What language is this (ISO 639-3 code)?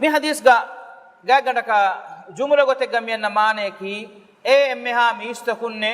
div